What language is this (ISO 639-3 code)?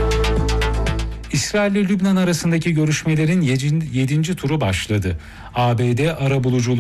tur